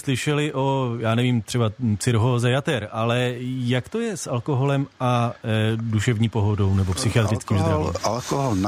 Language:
Czech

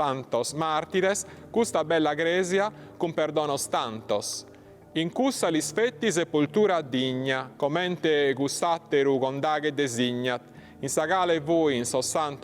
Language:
Sardinian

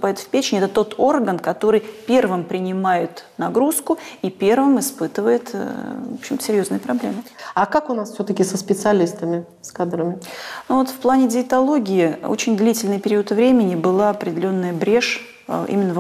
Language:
Russian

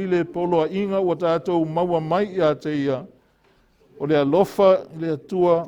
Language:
Samoan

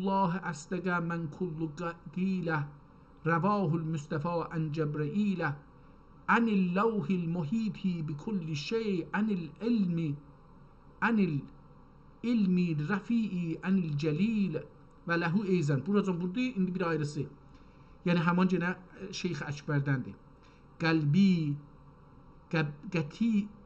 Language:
South Azerbaijani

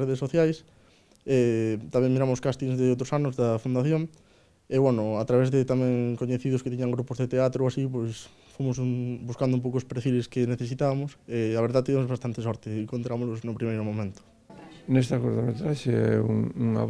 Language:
Galician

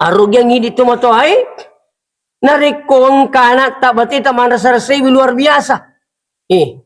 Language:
Buginese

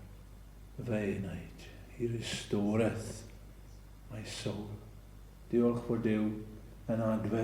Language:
Welsh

